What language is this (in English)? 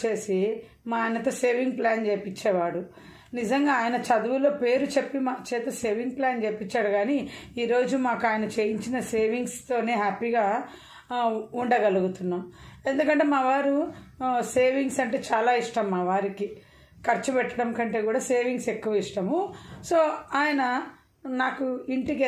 Telugu